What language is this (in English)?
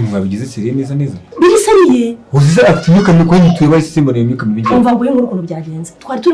Kinyarwanda